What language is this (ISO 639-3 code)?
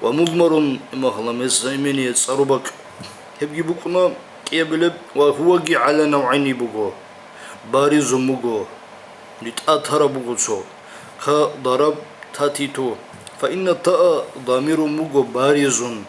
ava